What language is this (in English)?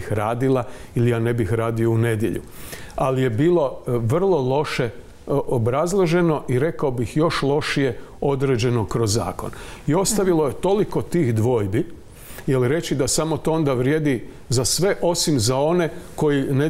Croatian